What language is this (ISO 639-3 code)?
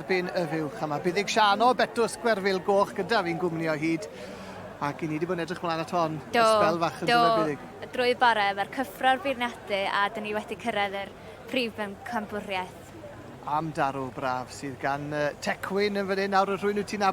cym